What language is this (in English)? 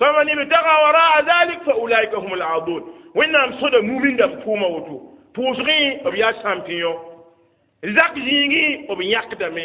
Mossi